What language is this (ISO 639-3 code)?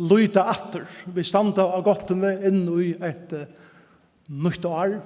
fao